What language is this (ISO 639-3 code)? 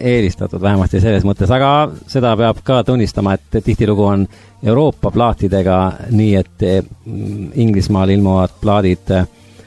est